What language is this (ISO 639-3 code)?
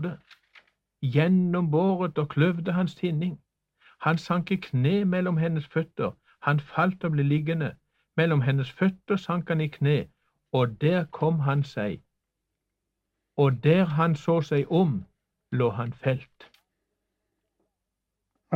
nor